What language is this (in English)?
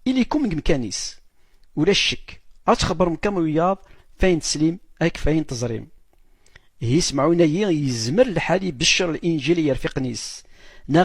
Kabyle